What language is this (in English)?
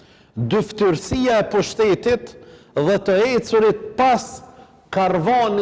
Albanian